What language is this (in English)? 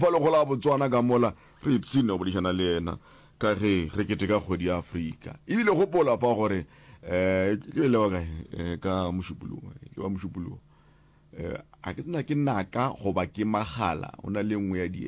Northern Sotho